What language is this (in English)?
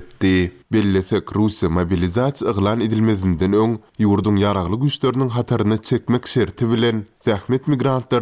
Turkmen